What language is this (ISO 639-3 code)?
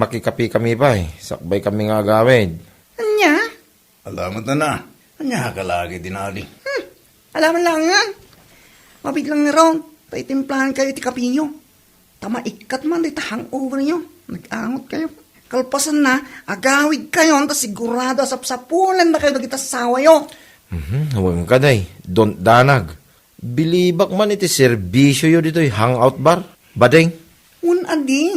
ilo